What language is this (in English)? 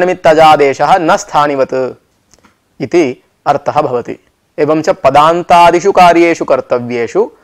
Sanskrit